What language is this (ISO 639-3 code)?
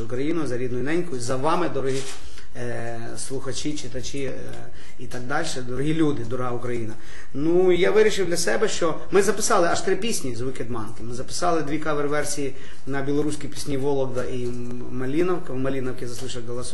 ukr